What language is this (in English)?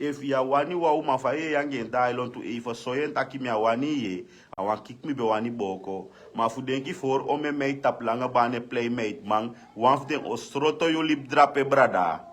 Sranan Tongo